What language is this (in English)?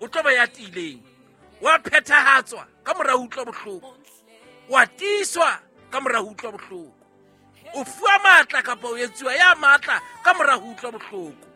Southern Sotho